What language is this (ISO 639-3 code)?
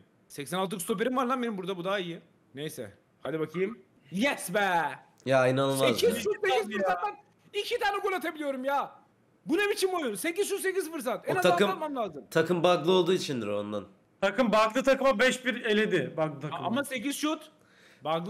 tur